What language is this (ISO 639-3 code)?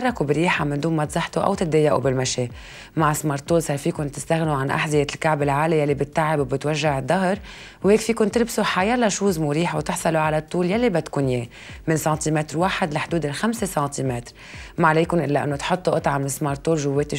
apc